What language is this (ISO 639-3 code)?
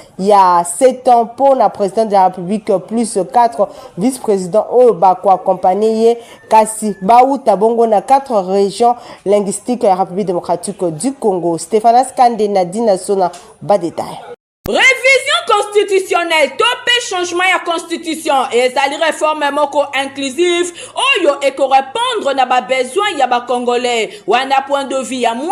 lin